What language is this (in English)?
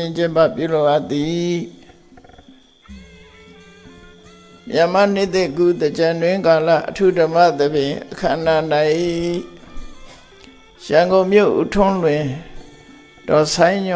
Burmese